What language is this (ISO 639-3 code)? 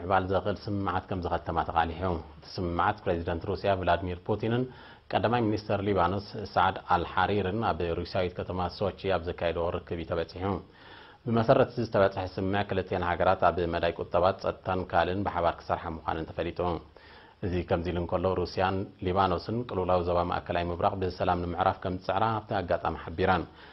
tir